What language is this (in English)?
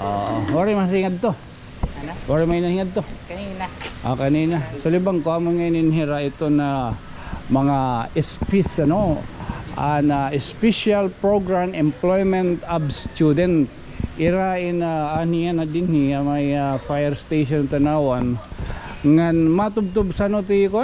Waray